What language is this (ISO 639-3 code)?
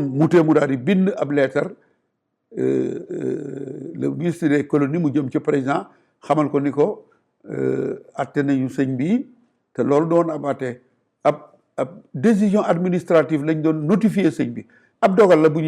wol